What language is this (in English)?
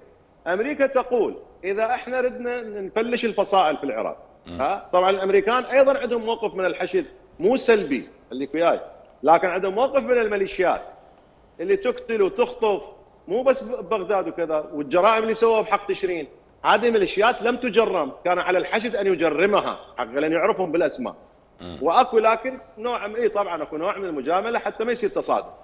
Mesopotamian Arabic